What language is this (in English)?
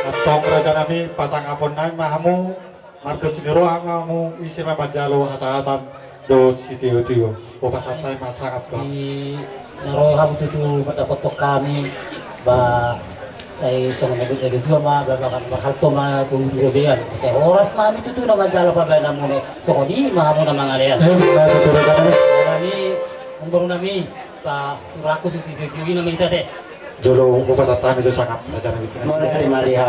Batak Toba